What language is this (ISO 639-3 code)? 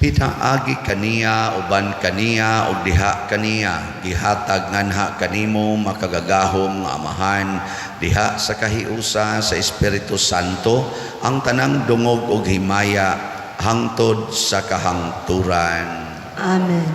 ceb